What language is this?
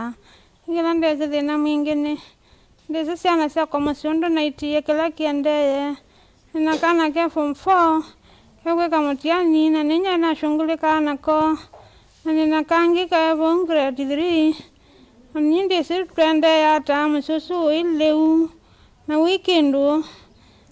Kamba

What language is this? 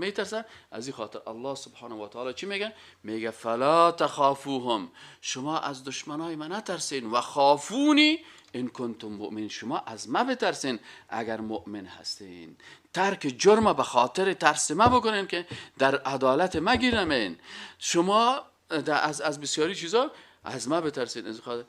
Persian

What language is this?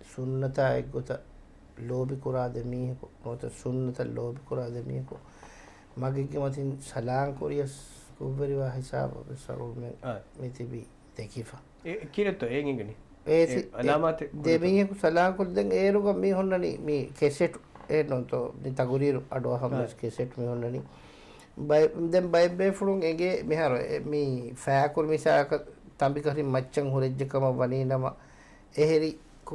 Divehi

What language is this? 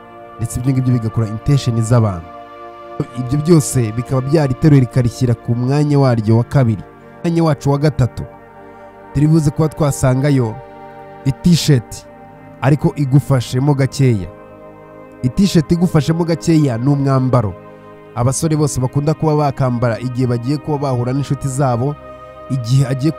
Kinyarwanda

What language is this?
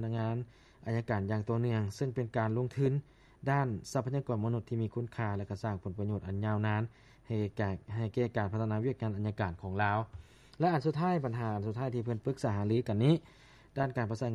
Lao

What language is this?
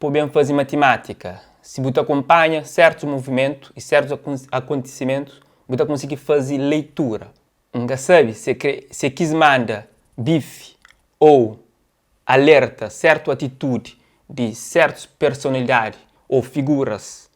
Kabuverdianu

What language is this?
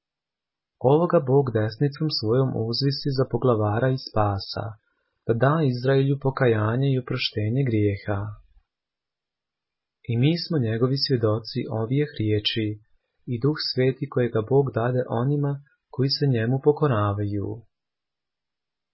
Croatian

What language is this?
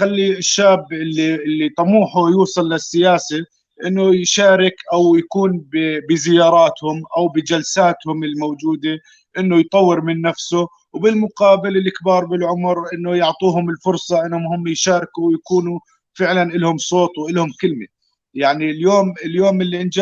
North Levantine Arabic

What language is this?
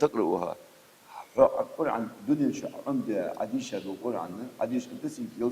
Ingush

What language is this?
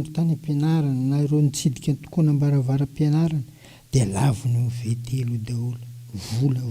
Malagasy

